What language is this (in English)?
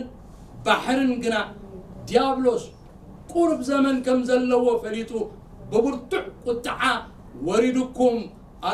Tigrinya